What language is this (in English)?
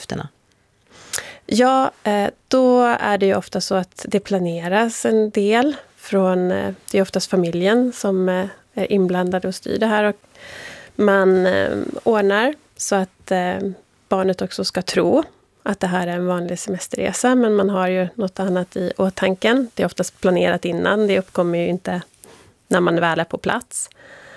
Swedish